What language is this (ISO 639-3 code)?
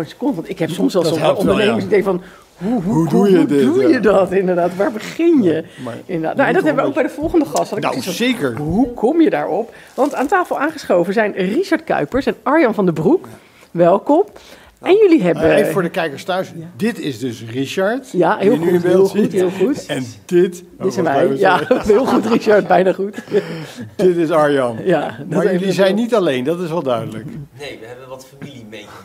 nld